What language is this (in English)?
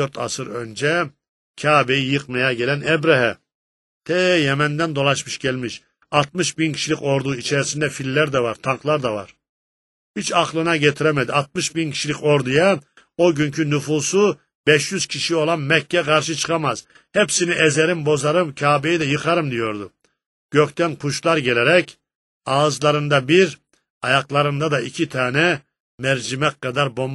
Turkish